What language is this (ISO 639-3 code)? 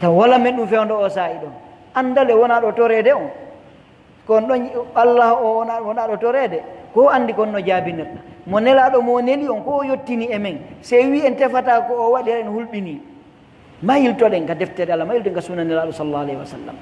fuf